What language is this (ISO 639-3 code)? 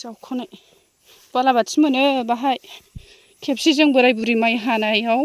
brx